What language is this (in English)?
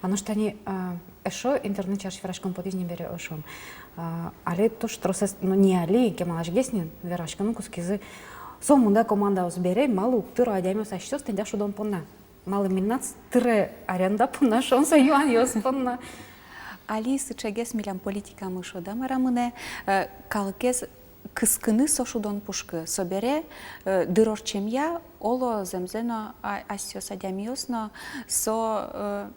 Udmurt